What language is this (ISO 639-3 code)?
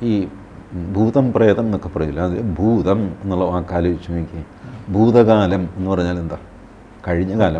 mal